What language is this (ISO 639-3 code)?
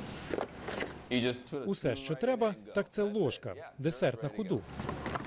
ukr